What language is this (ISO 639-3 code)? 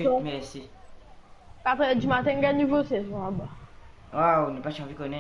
mfe